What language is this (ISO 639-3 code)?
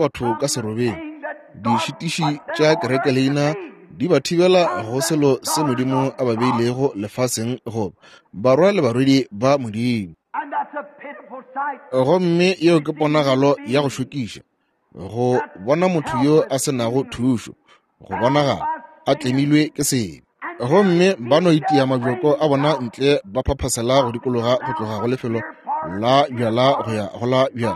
nso